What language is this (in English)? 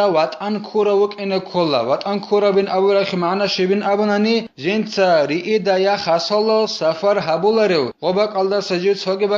Avaric